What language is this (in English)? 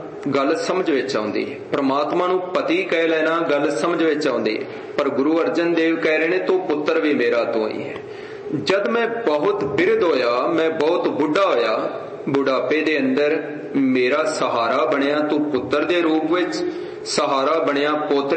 Punjabi